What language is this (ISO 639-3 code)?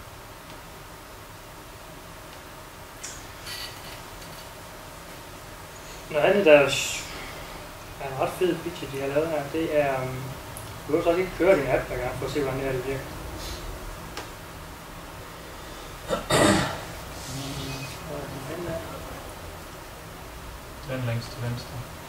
dan